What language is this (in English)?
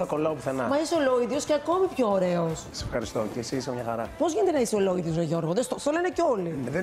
Greek